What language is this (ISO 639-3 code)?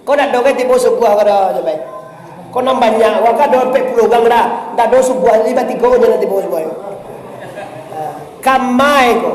min